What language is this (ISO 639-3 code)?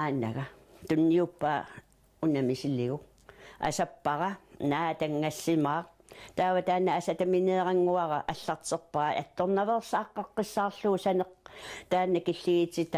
kal